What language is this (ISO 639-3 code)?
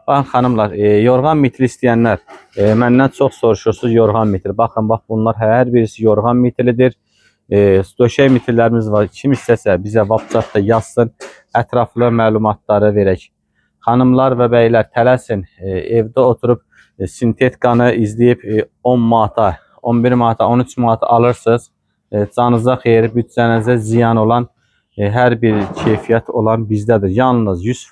aze